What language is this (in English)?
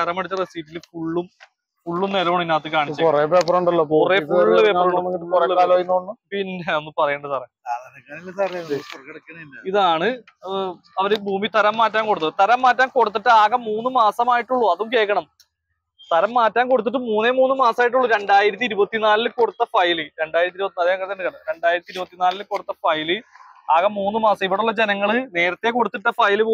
Malayalam